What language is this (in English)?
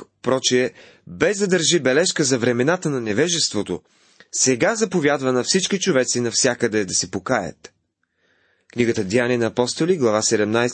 Bulgarian